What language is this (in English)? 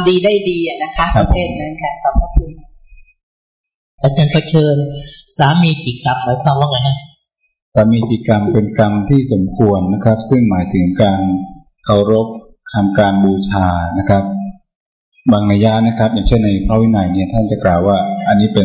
Thai